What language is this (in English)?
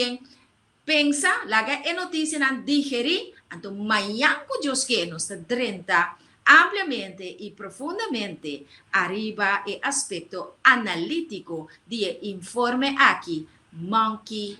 Papiamento